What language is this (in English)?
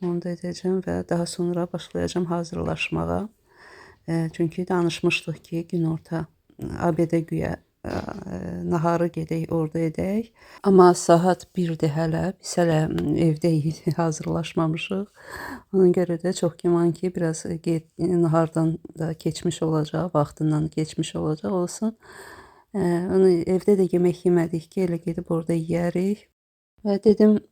Azerbaijani